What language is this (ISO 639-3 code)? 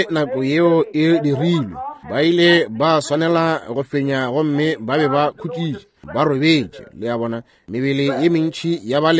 nso